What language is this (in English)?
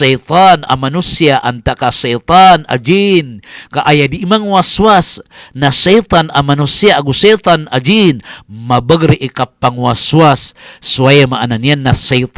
Maranao